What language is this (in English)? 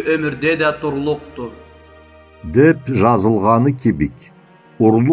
Karachay-Balkar